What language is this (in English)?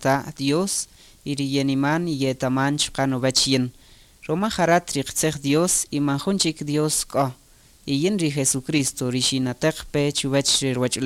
Kaqchikel